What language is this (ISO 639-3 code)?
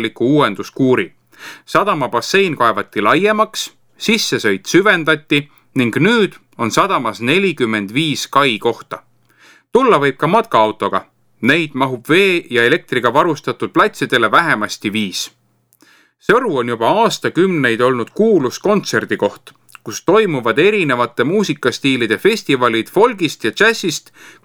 est